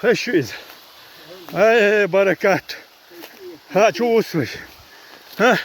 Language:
Chechen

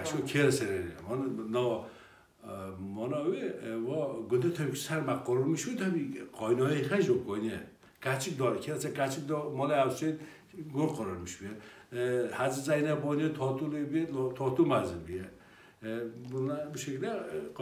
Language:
Kurdish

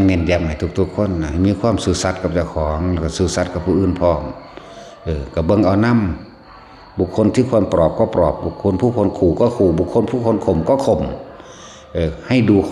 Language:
Northeastern Thai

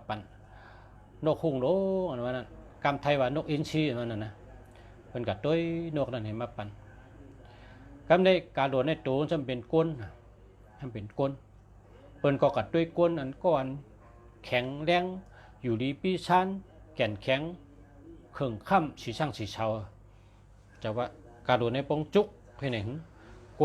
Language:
Shan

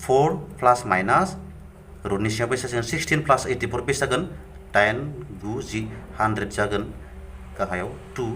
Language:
Bodo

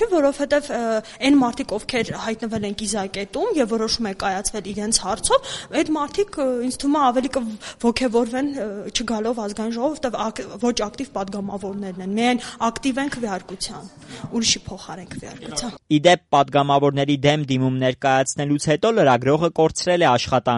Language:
Armenian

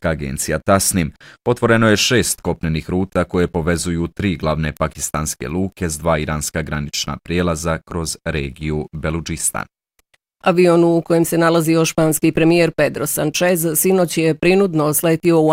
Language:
Bosnian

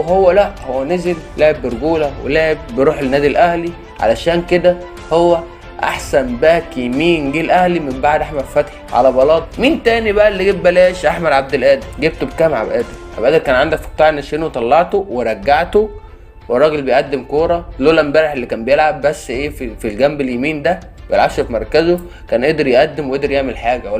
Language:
Egyptian Arabic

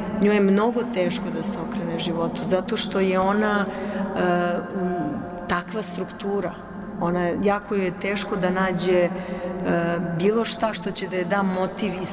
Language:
Serbian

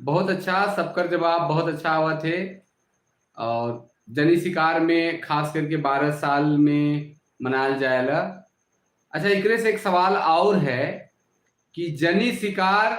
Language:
Sadri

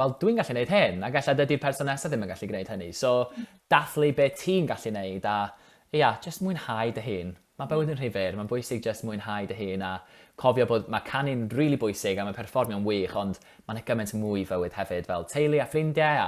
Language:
Welsh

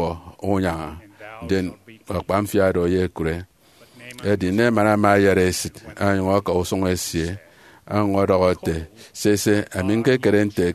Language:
Efik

